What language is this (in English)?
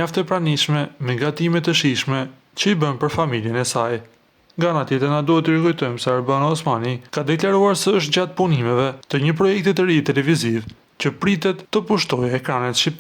Albanian